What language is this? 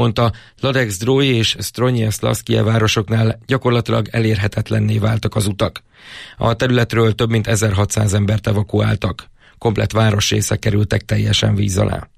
Hungarian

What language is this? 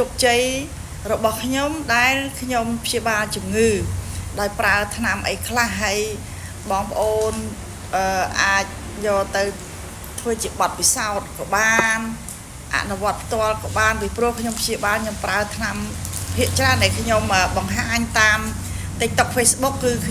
Khmer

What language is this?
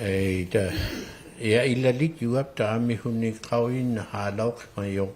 Inuktitut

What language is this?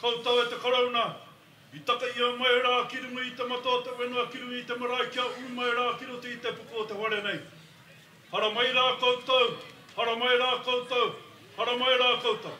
Māori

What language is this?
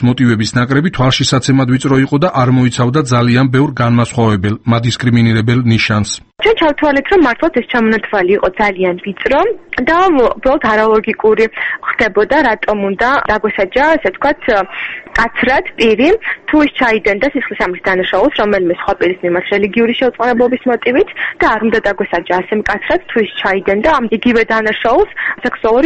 Georgian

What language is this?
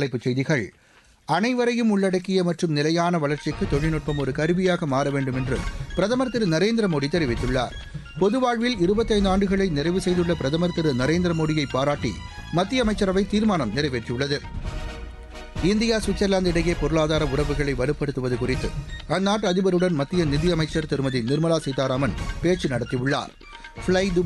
Tamil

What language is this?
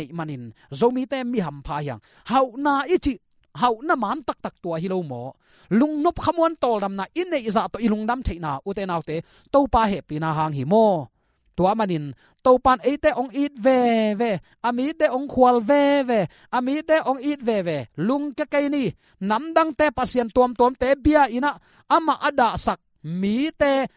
Tedim Chin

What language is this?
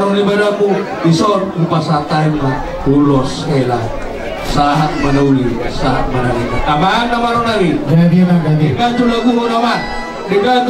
Batak Toba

